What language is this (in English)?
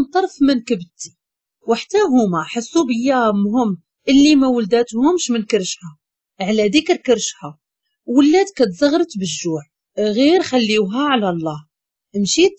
Moroccan Arabic